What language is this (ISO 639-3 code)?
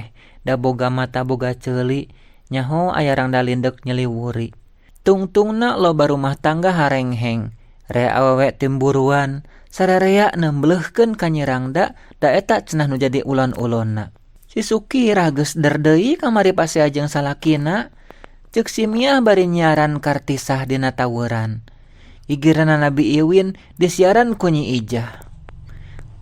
sun